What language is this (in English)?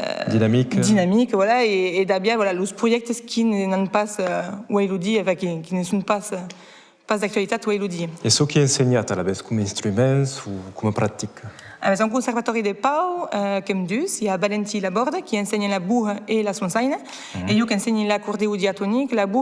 Occitan